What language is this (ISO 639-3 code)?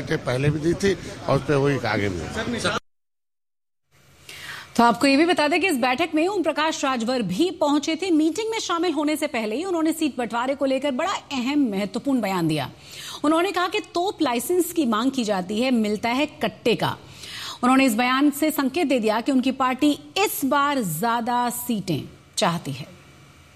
hin